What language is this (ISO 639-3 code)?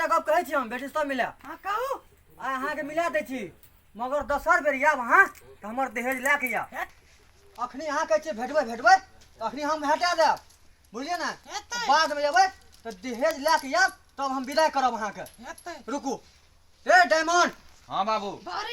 mai